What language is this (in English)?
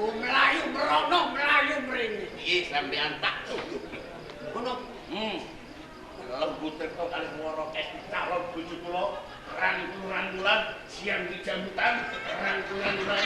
Javanese